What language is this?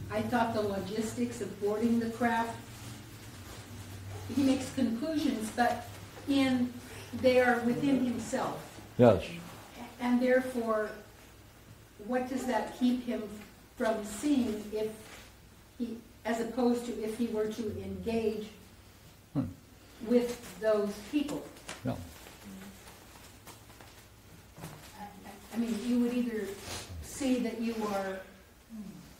English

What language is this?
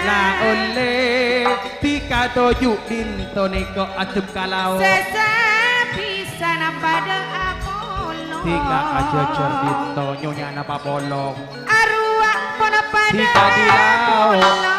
Madurese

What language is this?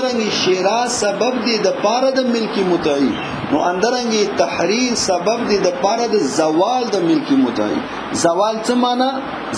Pashto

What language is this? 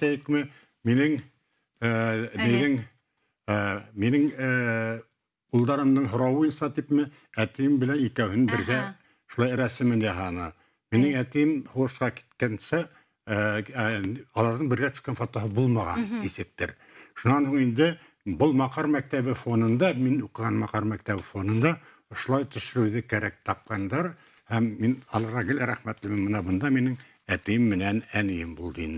Bashkir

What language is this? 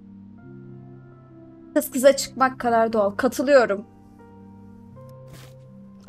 Turkish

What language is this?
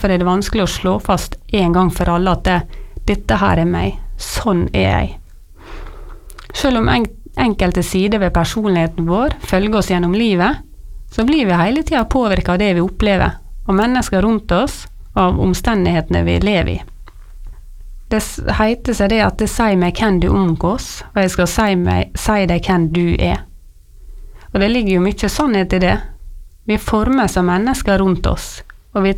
Norwegian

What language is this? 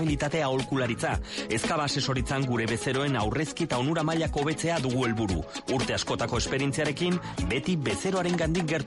Basque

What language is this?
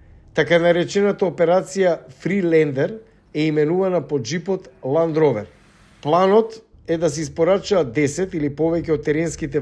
Macedonian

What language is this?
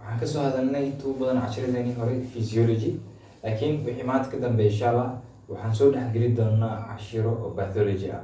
Somali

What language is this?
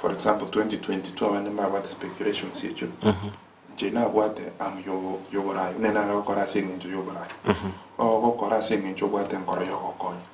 Gusii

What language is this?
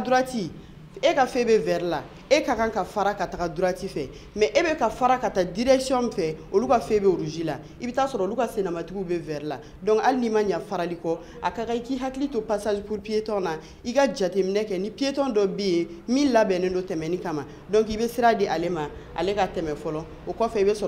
Bambara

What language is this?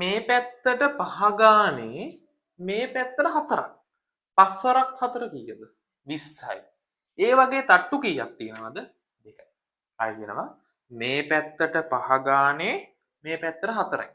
Sinhala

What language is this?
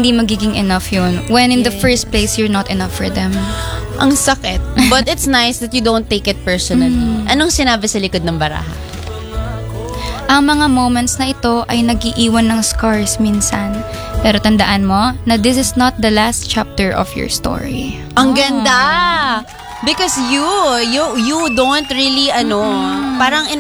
Filipino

